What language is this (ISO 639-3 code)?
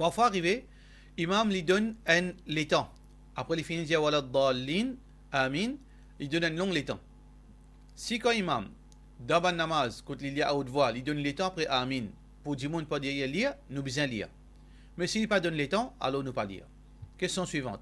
mfe